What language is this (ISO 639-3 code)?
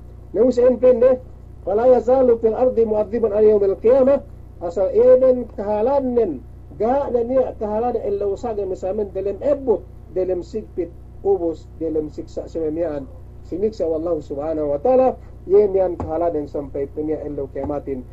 yka